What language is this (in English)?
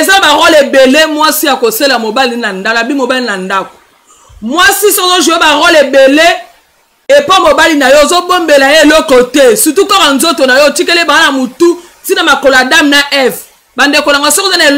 Lingala